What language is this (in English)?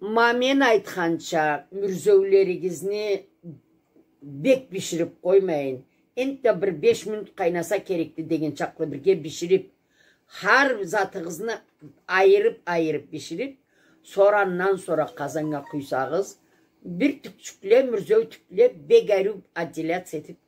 Karachay-Balkar